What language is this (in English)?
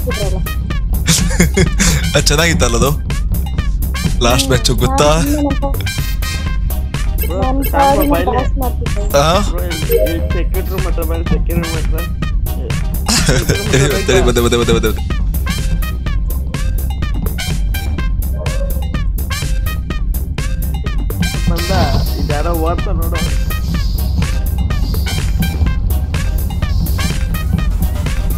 Kannada